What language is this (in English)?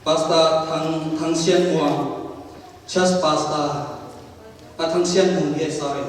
Tedim Chin